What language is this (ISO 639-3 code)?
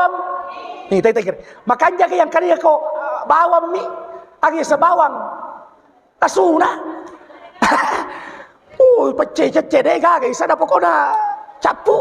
bug